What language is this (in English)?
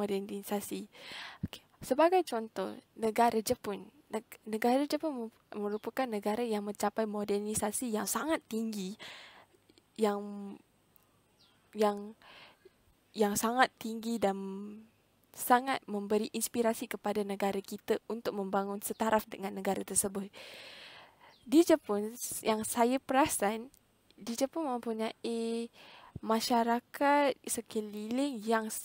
Malay